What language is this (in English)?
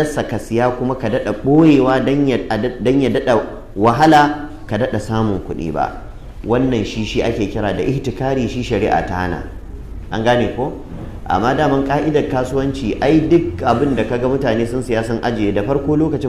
Hausa